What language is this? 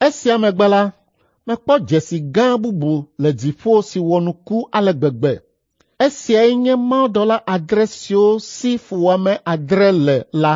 Ewe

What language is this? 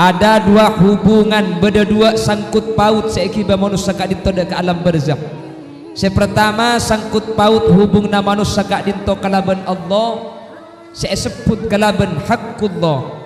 Madurese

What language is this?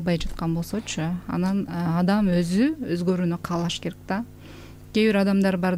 Kyrgyz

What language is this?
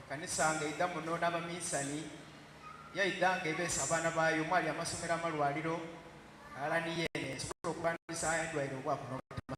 Soga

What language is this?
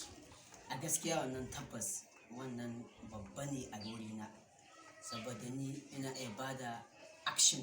Hausa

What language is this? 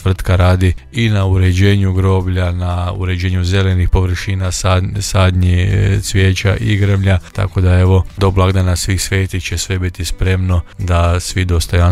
Croatian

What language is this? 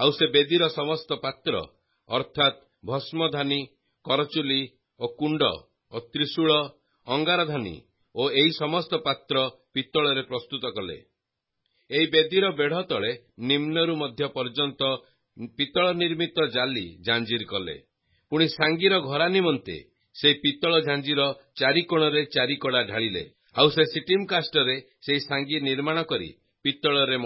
Odia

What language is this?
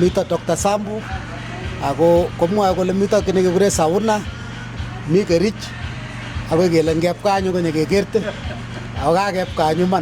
Kalenjin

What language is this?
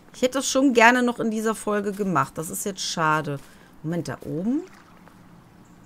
German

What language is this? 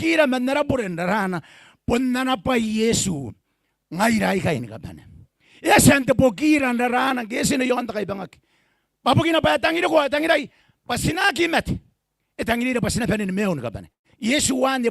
Gilbertese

